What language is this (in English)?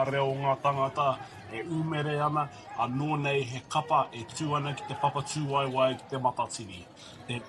Māori